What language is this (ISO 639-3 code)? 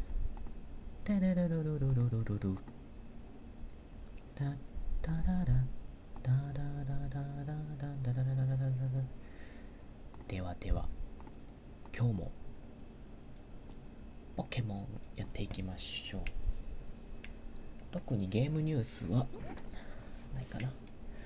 jpn